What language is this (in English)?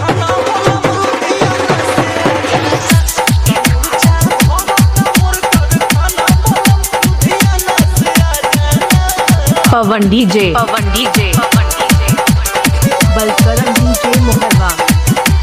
Bhojpuri